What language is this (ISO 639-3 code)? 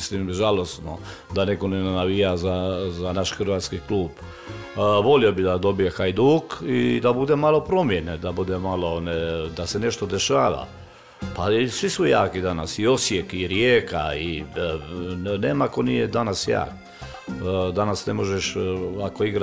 hrv